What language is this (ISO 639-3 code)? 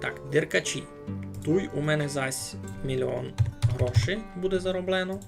rue